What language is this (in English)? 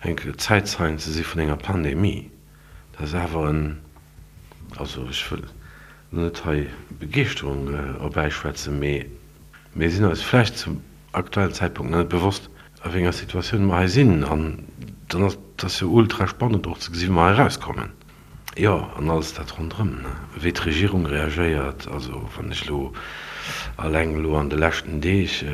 Luxembourgish